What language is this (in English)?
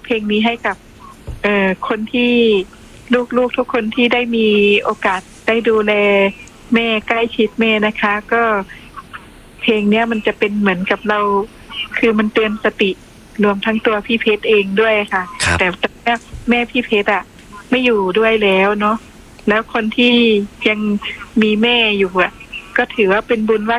Thai